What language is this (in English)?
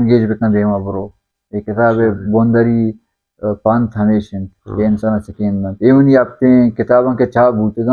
Baluchi